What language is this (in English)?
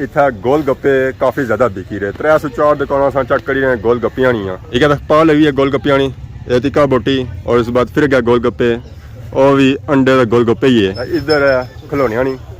Pahari-Potwari